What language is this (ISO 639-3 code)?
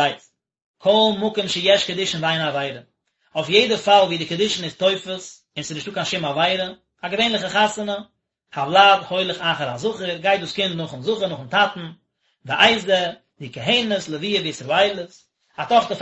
yid